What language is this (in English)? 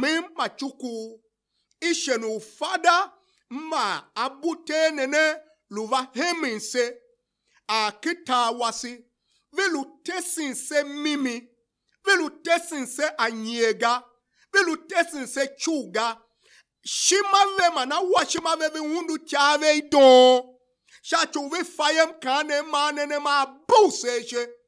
Tiv